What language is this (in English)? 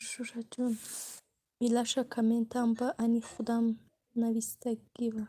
Tajik